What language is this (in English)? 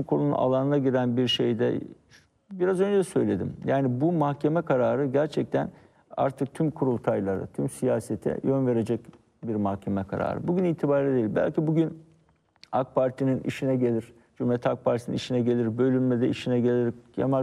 Turkish